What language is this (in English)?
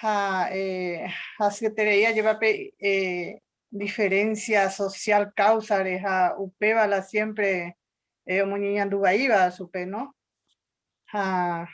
Guarani